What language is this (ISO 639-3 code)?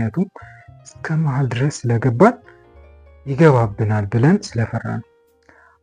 amh